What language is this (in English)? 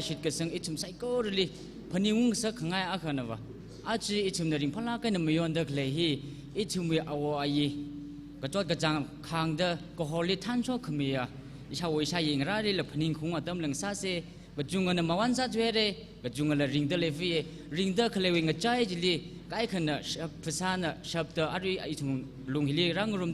Tangkhul Naga (India)